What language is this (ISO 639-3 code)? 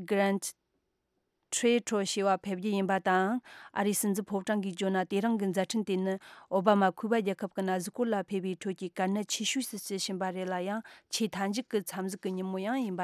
bod